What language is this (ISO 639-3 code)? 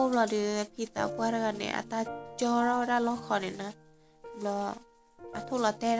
ksw